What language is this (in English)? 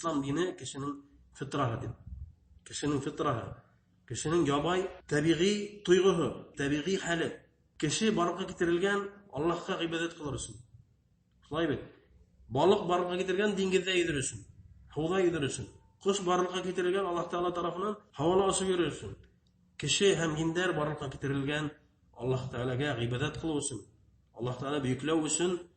Bashkir